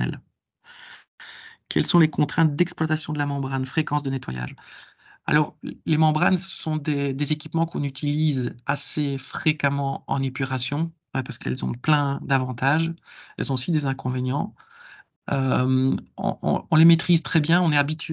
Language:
French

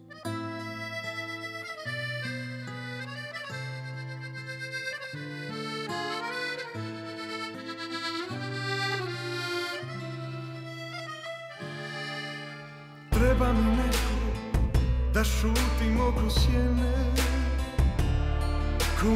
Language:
Bosnian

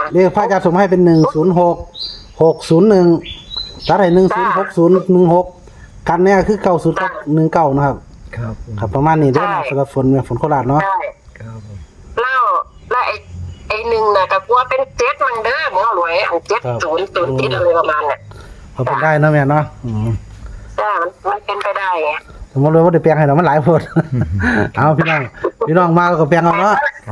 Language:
Northeastern Thai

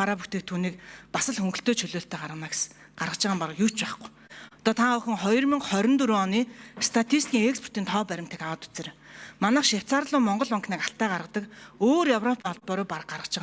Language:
Mongolian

